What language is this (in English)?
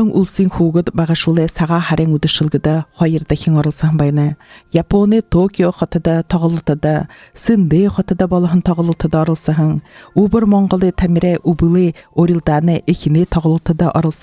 Buriat